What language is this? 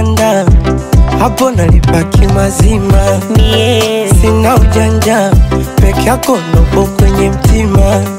Swahili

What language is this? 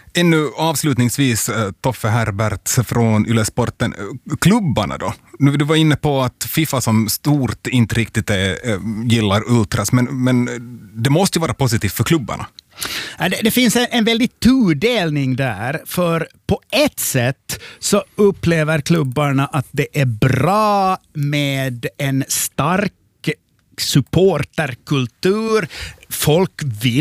Swedish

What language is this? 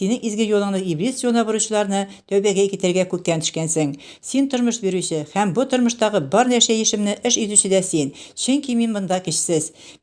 Tatar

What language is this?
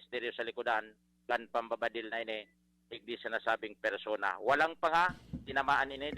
Bikol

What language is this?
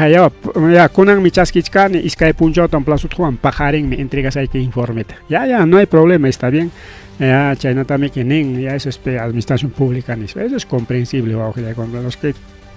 Ayacucho Quechua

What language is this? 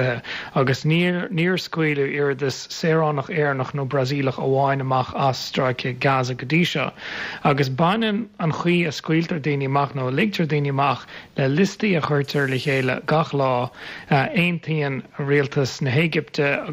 Irish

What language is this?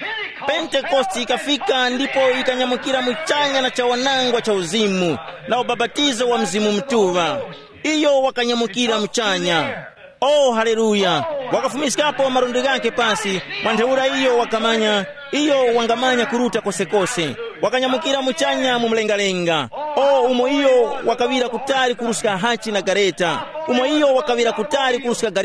Tumbuka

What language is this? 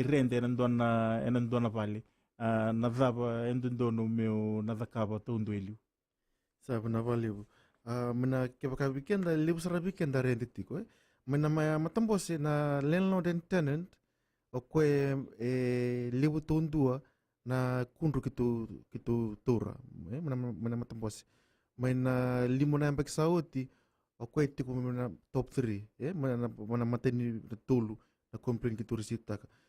Fijian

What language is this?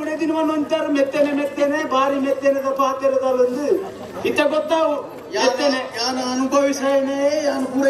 Tulu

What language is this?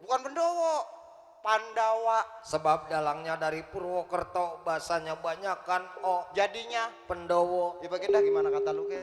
Betawi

